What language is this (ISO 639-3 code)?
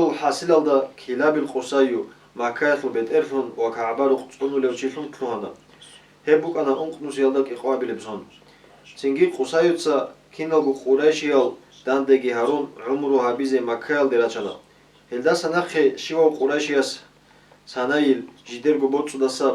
ava